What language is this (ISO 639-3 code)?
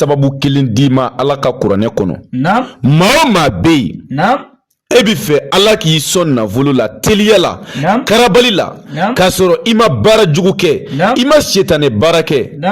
bam